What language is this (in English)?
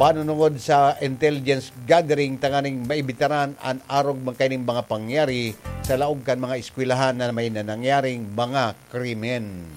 Bikol